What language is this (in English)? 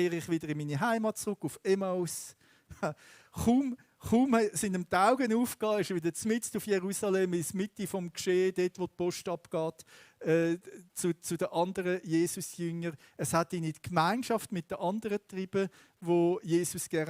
Swiss German